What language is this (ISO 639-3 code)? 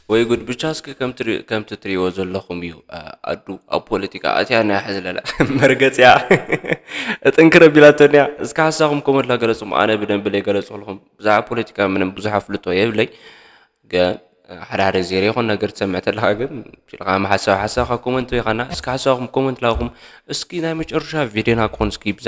tir